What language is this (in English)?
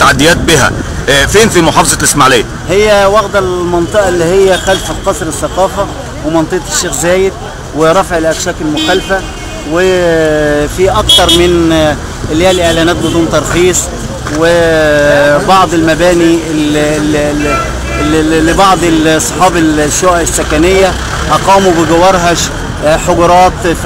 Egyptian Arabic